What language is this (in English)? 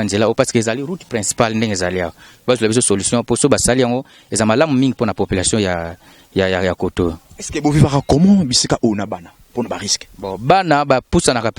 Lingala